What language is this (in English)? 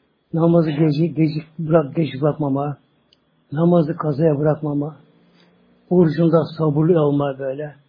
Turkish